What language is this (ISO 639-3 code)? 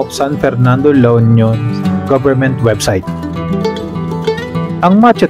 fil